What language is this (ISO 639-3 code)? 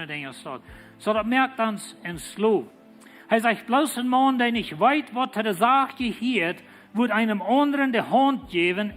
pdt